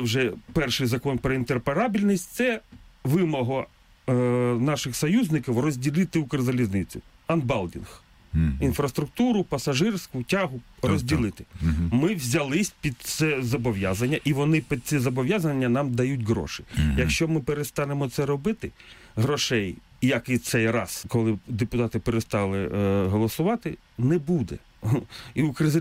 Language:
Ukrainian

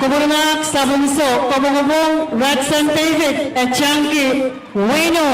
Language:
Pohnpeian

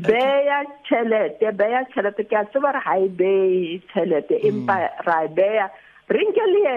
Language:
Southern Sotho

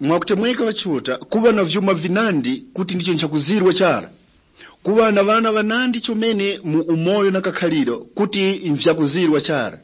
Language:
Tumbuka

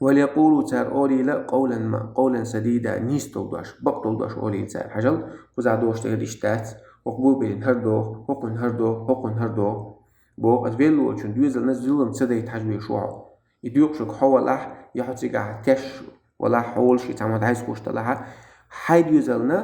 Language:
Chechen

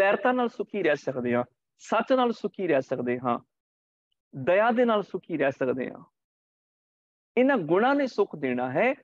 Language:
Punjabi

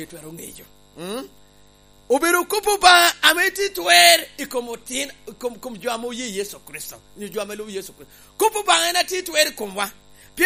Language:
Lango (Uganda)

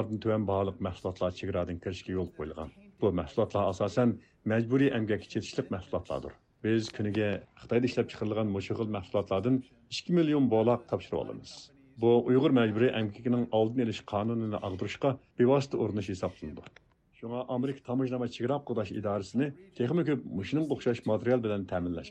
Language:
Uyghur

